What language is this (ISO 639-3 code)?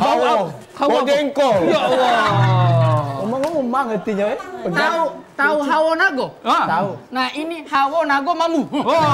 mui